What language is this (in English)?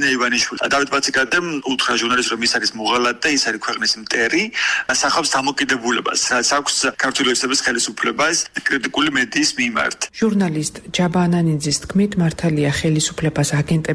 Georgian